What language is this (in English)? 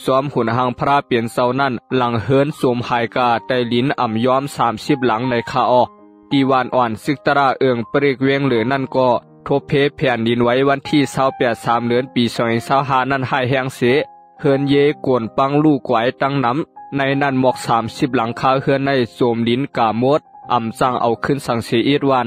Shan